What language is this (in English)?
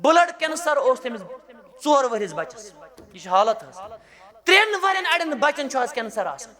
Kashmiri